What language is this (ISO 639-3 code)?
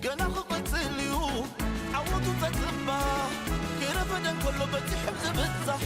tir